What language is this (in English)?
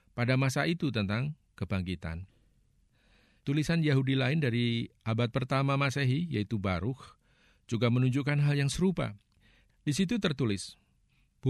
Indonesian